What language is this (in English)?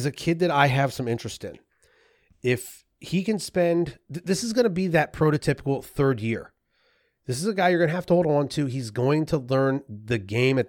English